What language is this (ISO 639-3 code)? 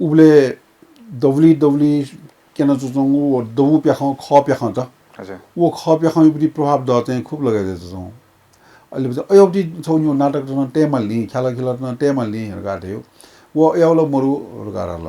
new